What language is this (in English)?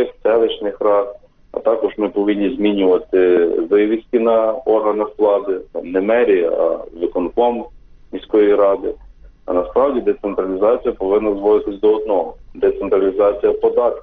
Ukrainian